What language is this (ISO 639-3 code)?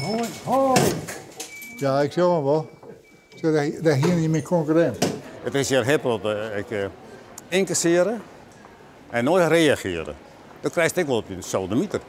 fry